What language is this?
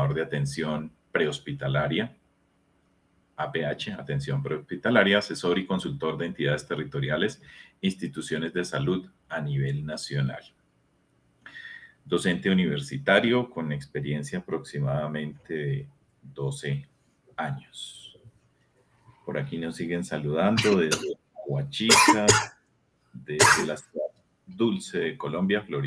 Spanish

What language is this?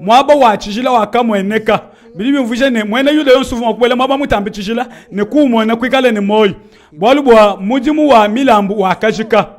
Luba-Lulua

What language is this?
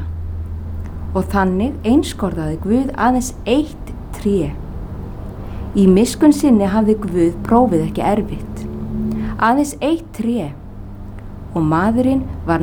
Icelandic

